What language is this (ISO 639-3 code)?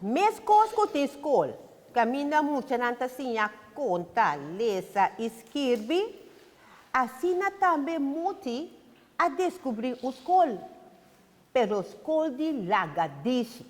pap